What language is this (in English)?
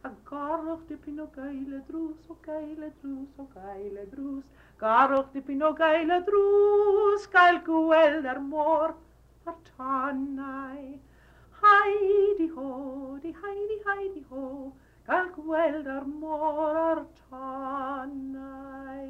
Welsh